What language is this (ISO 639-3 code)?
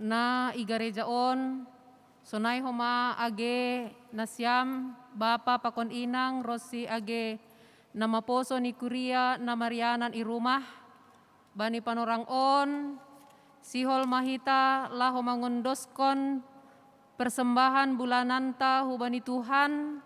bts